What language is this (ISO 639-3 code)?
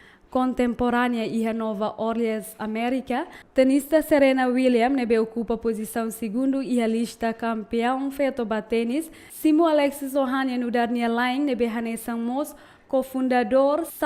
tet